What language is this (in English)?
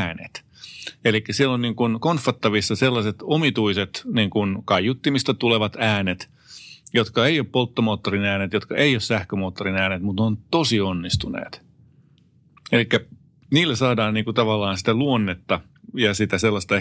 Finnish